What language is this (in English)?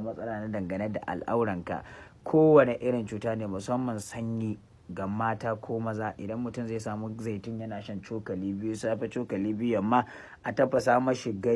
Hausa